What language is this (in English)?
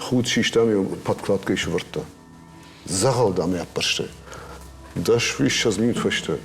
Ossetic